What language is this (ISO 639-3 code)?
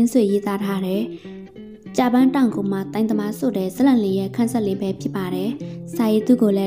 mya